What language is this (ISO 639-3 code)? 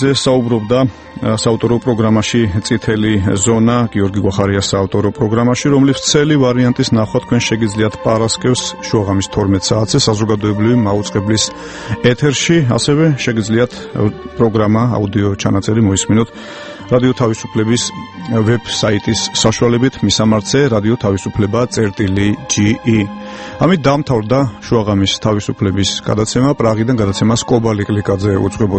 kat